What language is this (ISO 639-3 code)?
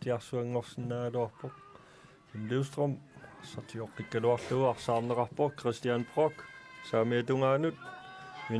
kal